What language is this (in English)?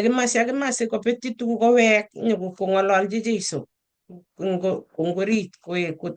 Kalenjin